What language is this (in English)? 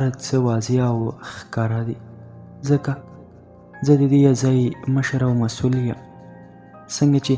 Pashto